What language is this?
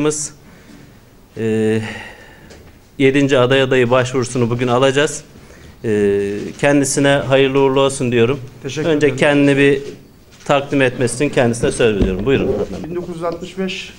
Turkish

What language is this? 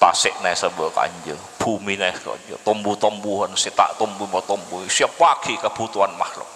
Madurese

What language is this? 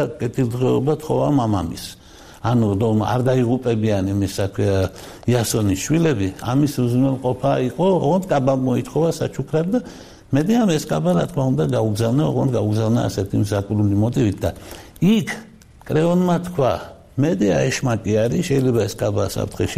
Georgian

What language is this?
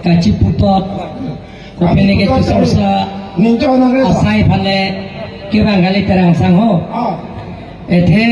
Karbi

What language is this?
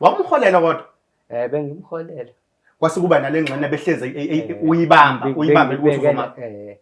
Zulu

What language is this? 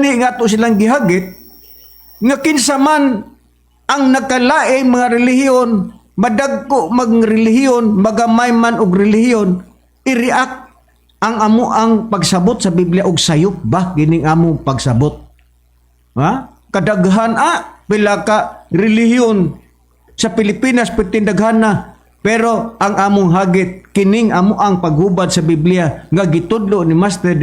Cebuano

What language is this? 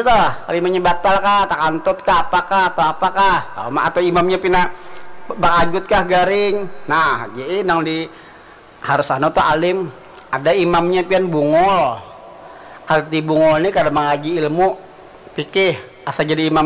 Banjar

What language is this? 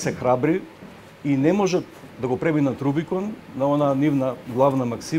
Macedonian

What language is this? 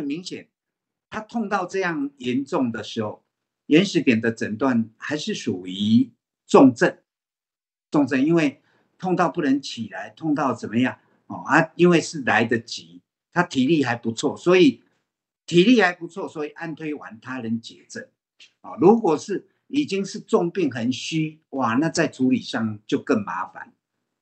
Chinese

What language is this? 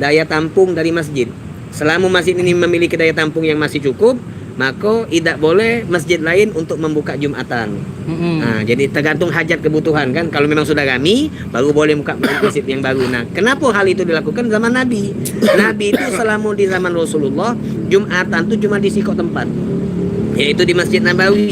Musi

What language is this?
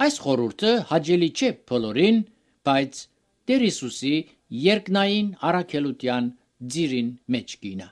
Armenian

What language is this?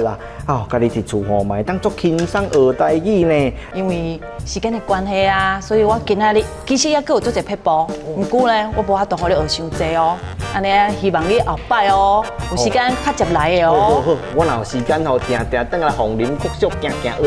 Min Nan Chinese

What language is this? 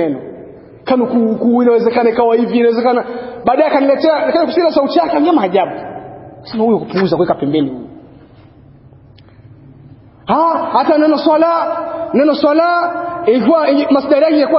Swahili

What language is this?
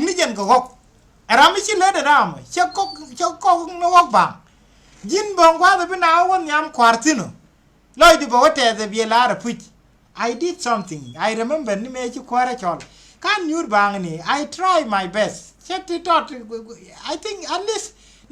Nuer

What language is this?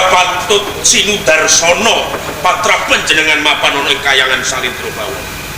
Javanese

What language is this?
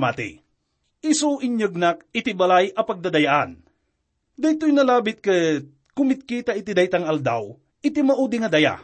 Iloko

